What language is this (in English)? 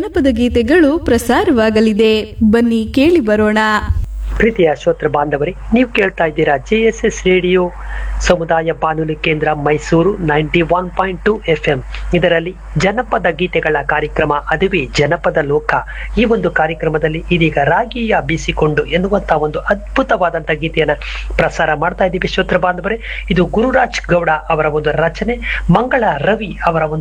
Kannada